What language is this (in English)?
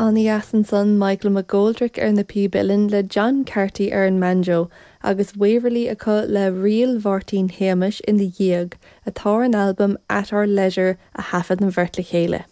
Irish